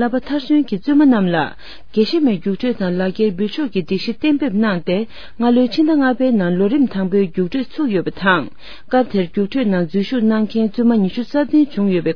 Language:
Tibetan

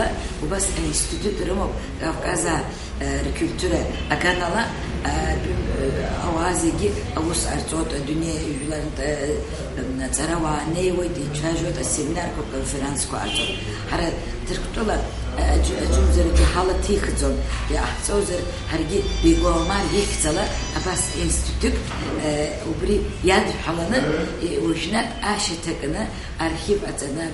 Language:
Abkhazian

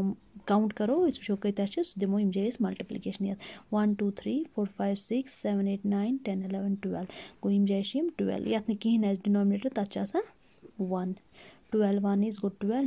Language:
Kashmiri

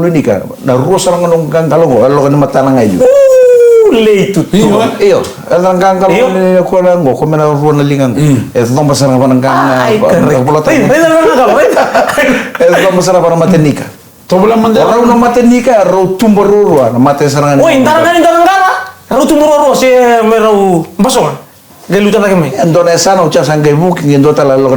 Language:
Fijian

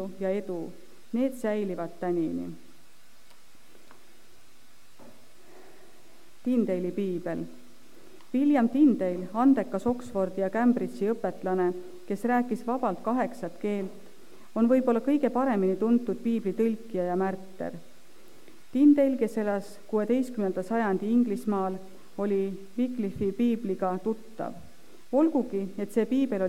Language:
Estonian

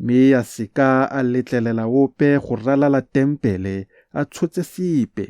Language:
Tswana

